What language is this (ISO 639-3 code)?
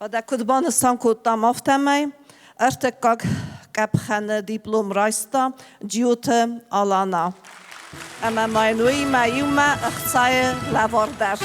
oss